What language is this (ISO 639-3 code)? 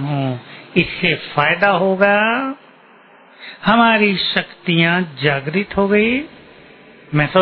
hin